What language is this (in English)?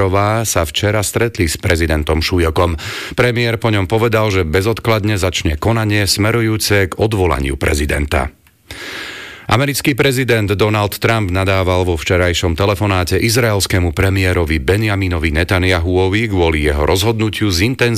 Slovak